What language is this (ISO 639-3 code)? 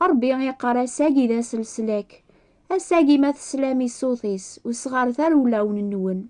kab